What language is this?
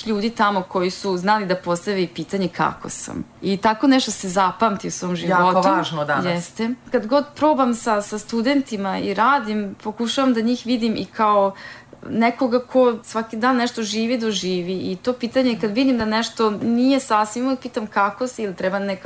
Serbian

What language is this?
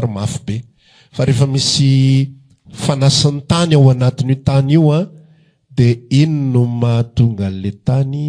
Malagasy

